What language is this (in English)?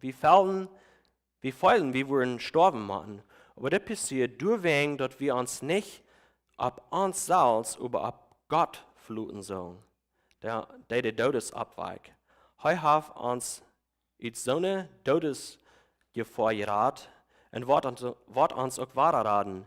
Plautdietsch